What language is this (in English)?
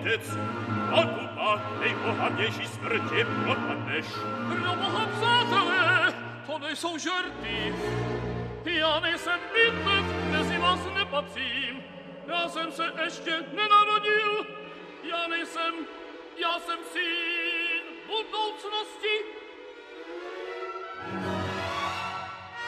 Czech